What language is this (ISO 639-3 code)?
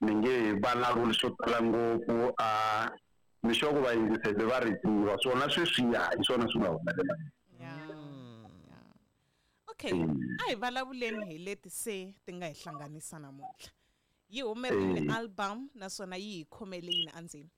tso